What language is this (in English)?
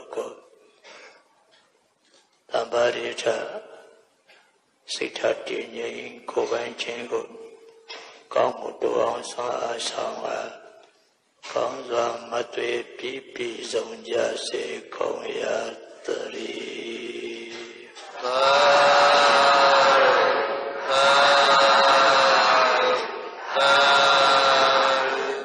Burmese